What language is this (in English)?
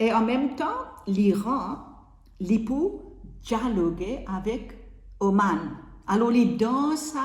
Morisyen